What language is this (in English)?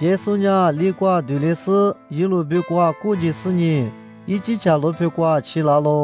Lisu